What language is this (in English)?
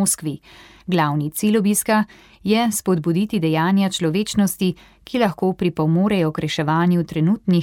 Slovenian